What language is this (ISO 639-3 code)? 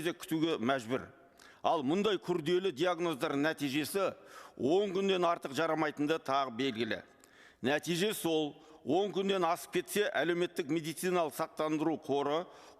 kaz